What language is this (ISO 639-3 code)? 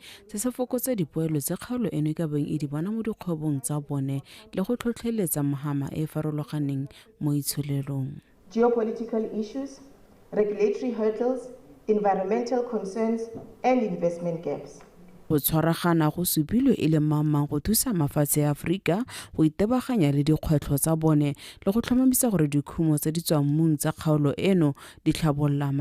tsn